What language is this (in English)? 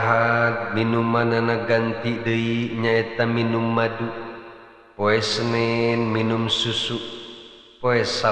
Sundanese